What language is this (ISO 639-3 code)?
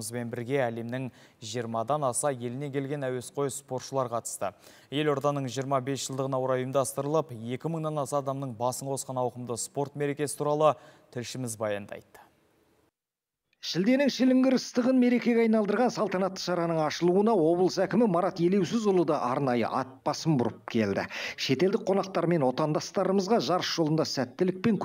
kaz